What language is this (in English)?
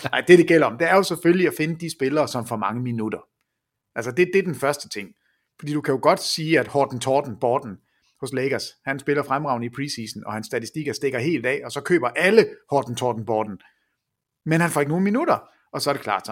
Danish